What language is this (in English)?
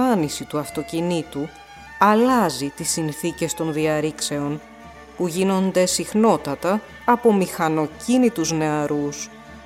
Greek